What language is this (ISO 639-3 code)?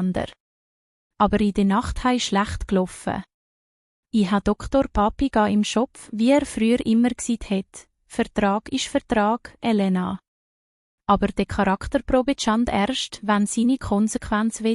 gsw